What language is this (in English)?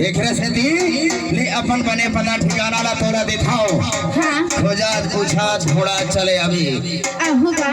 Chhattisgarhi